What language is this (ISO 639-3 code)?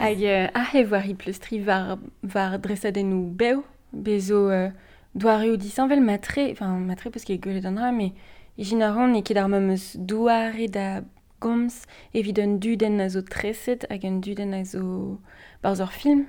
bre